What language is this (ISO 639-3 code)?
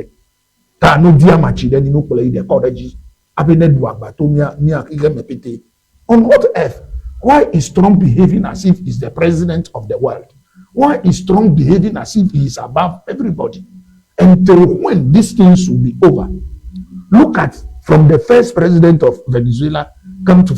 ewe